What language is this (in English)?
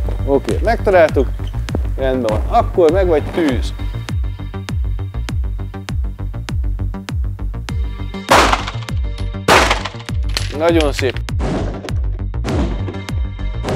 Hungarian